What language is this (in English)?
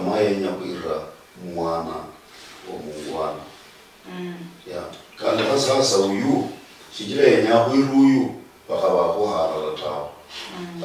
Luyia